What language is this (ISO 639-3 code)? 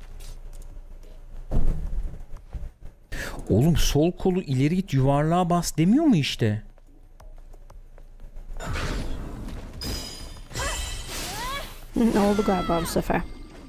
tur